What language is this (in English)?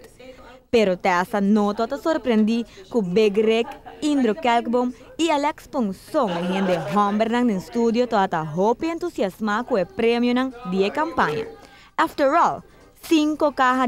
Papiamento